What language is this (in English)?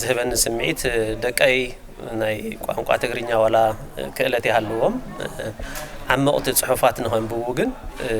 Tigrinya